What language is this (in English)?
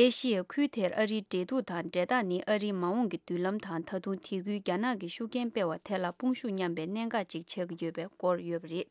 Tibetan